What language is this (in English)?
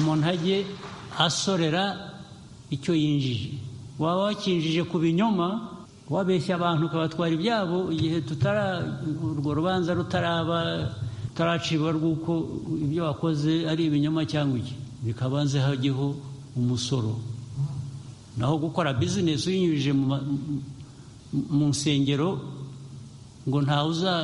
Kinyarwanda